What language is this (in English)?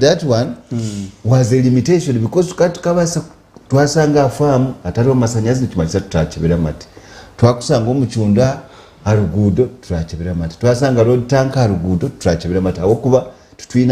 Nyankole